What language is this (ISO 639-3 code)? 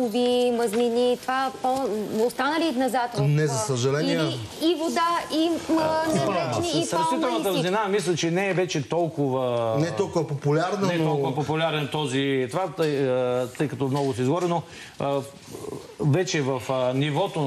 bul